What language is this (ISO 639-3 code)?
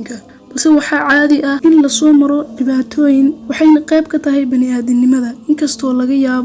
som